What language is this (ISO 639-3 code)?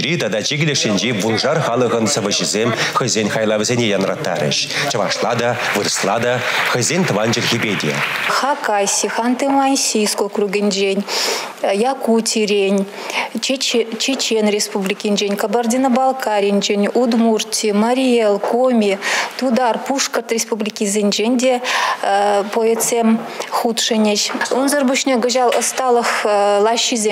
chv